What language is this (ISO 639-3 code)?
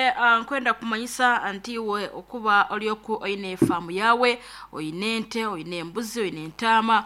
nyn